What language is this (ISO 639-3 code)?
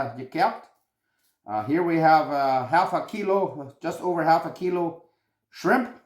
pdt